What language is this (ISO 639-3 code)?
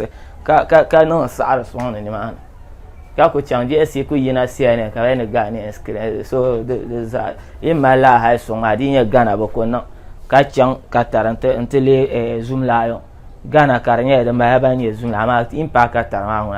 dag